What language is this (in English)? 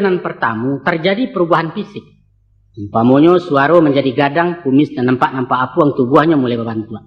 Minangkabau